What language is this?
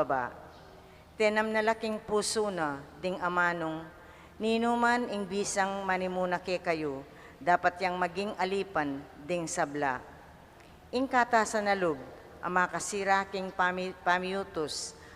Pampanga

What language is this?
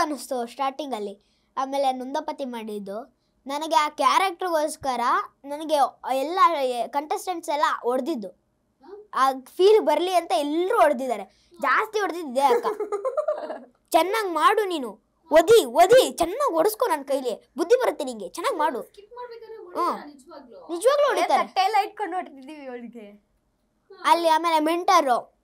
Kannada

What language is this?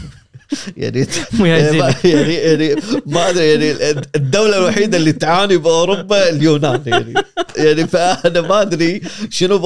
Gulf Arabic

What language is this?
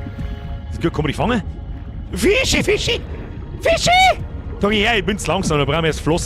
Bavarian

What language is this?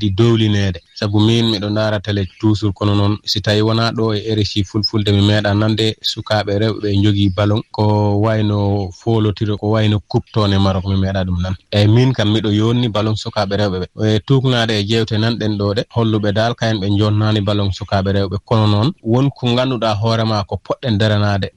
Fula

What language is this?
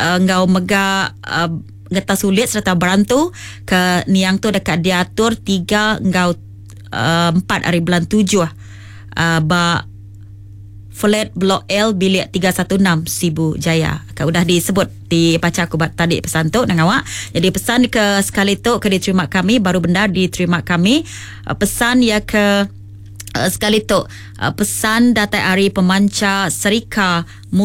Iban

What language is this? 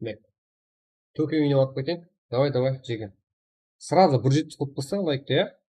Kara-Kalpak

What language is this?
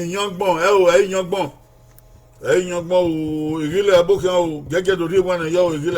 Bini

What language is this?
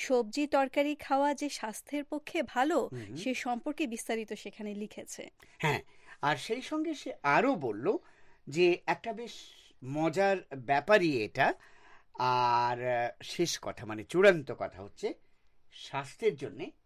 Bangla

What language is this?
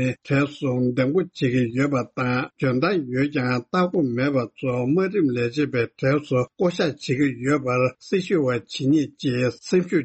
Tibetan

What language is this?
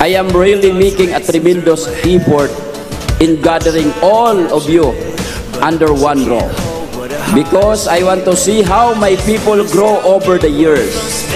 Hiligaynon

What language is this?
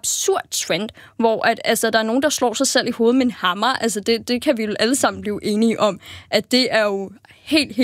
Danish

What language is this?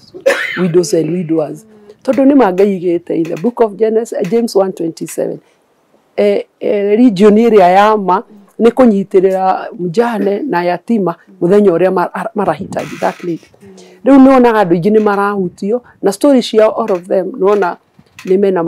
Kikuyu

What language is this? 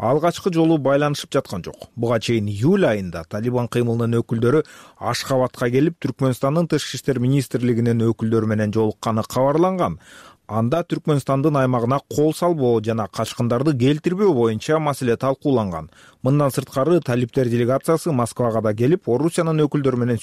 Kyrgyz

